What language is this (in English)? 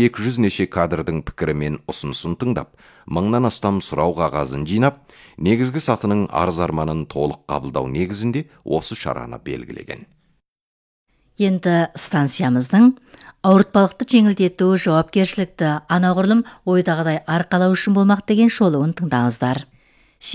Kazakh